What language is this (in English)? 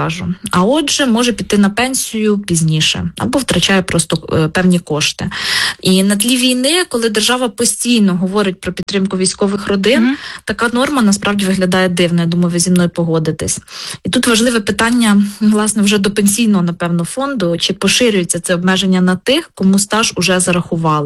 Ukrainian